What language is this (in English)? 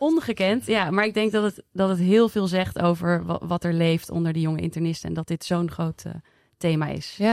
Dutch